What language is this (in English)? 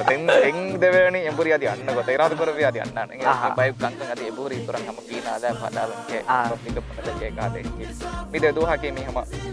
Divehi